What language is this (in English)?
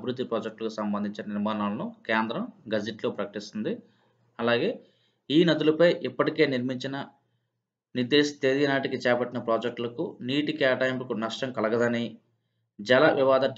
Telugu